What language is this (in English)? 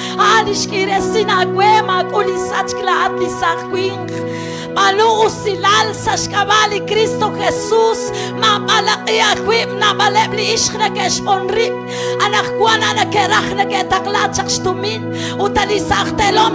Kekchí